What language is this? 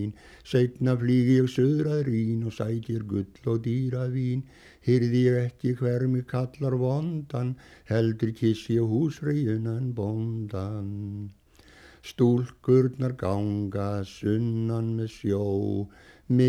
Icelandic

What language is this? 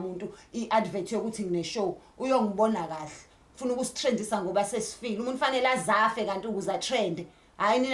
Zulu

